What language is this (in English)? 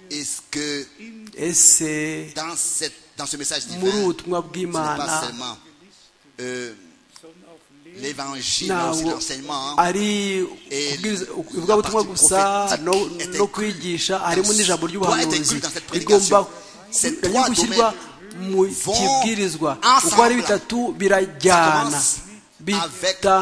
Kinyarwanda